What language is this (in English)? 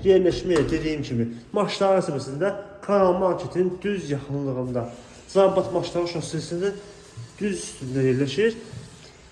Azerbaijani